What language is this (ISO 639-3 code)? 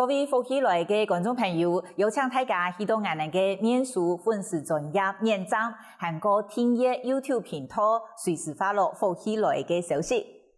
hak